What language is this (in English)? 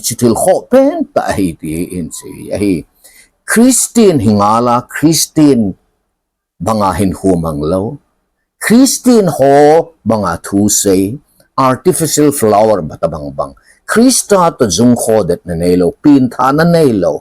Thado Chin